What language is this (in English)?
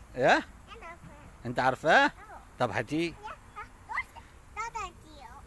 Egyptian Arabic